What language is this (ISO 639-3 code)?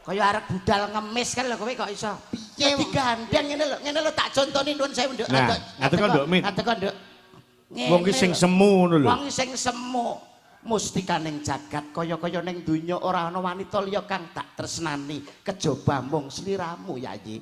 jav